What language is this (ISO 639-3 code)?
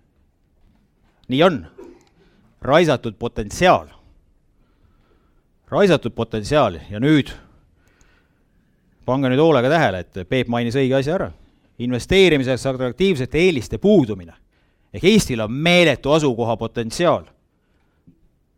est